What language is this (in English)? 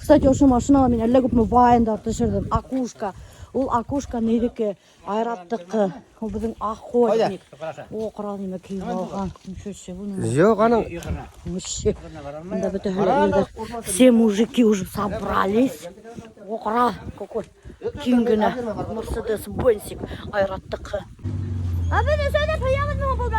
Bashkir